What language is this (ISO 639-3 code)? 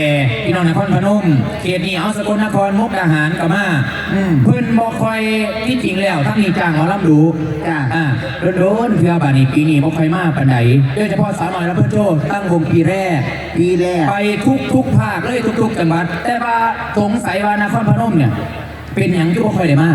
lao